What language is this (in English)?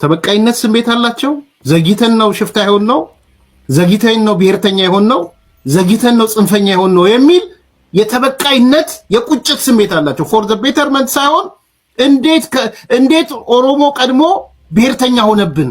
Amharic